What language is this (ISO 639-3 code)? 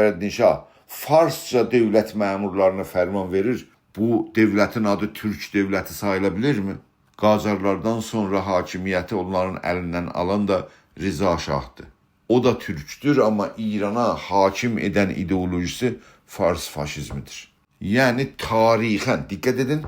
azb